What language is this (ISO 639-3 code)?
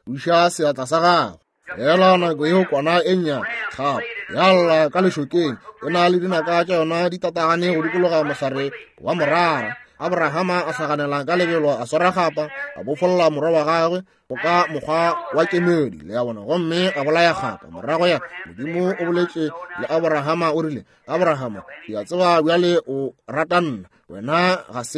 nso